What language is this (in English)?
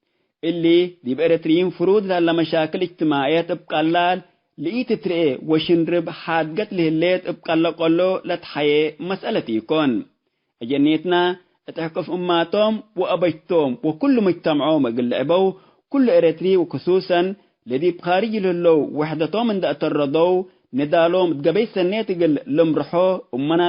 Tigre